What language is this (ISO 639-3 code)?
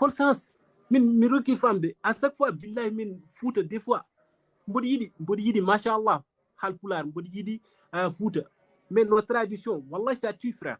ful